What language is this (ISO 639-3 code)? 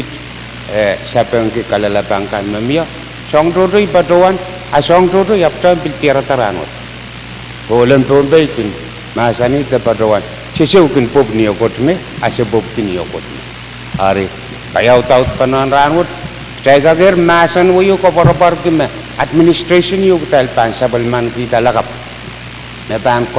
pon